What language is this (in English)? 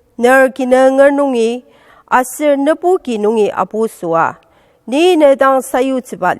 Ao Naga